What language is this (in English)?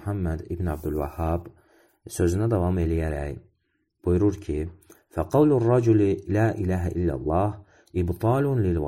Azerbaijani